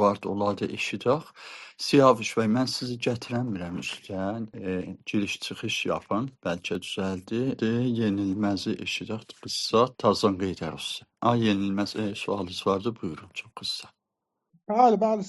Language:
South Azerbaijani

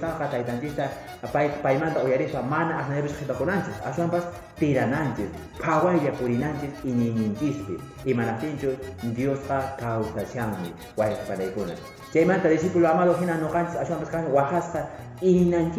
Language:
Quechua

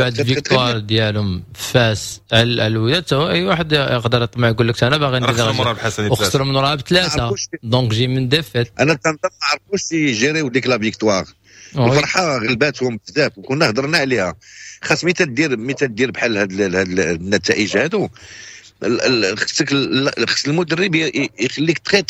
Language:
Moroccan Arabic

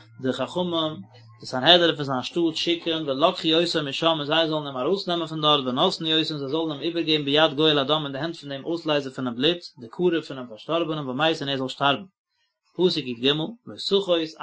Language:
Yiddish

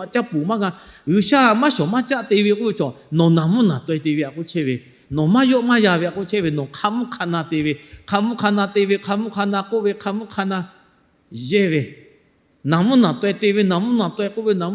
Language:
Lahu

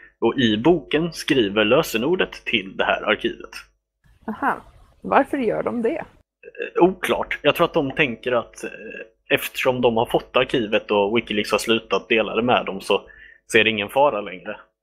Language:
Swedish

